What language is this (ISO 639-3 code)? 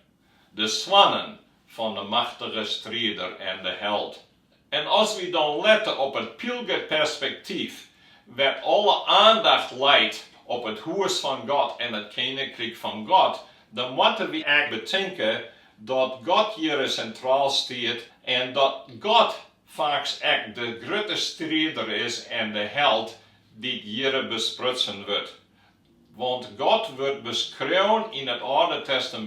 fry